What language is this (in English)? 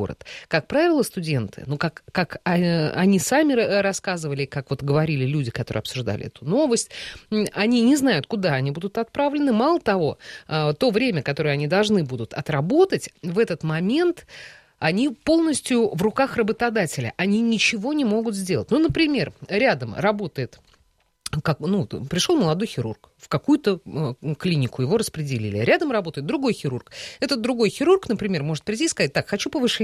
Russian